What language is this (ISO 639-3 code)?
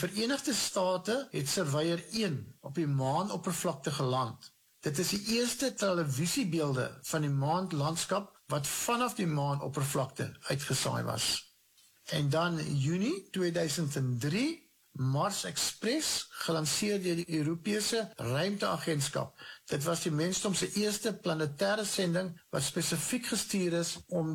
afr